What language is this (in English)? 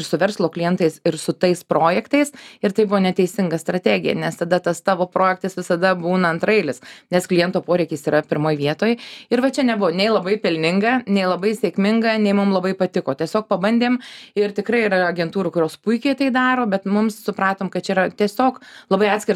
Lithuanian